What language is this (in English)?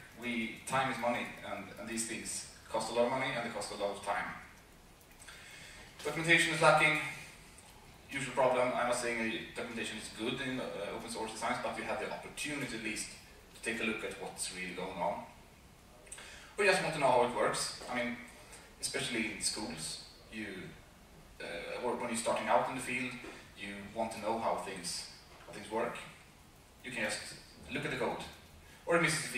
English